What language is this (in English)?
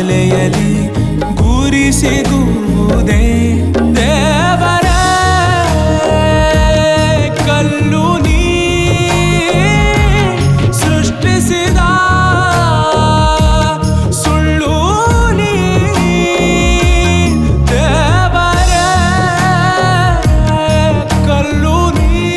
Kannada